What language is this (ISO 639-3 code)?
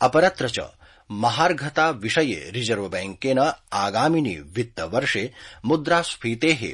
san